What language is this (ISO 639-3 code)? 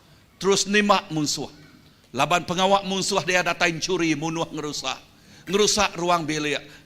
iba